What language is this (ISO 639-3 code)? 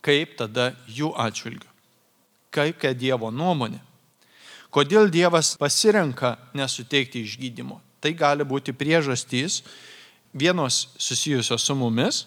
lit